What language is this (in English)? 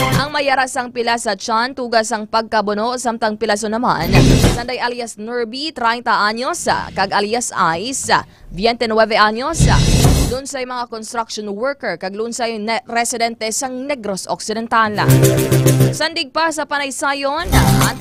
Hiligaynon